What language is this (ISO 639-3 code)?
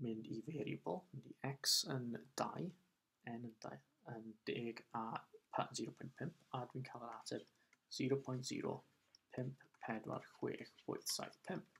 cym